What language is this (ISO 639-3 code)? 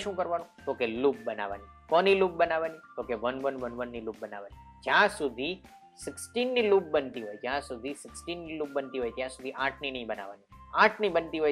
guj